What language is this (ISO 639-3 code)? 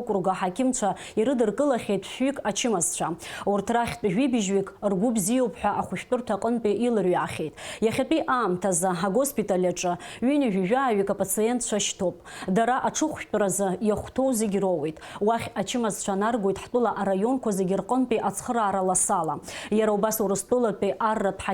abk